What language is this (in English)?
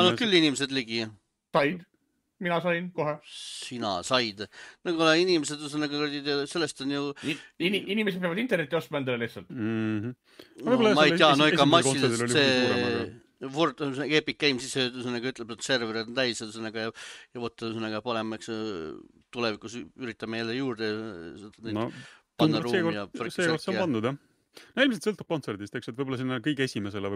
Estonian